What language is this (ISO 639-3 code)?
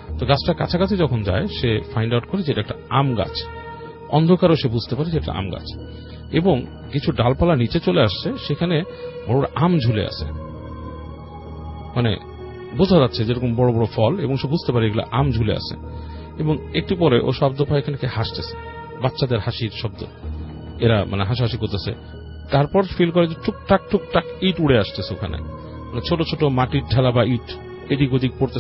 ben